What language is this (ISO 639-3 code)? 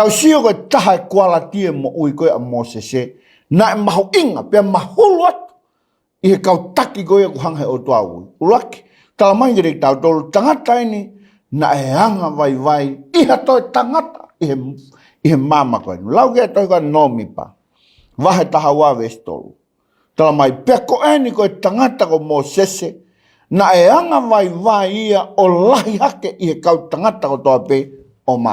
ton